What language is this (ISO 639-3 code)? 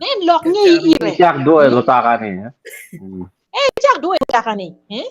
ach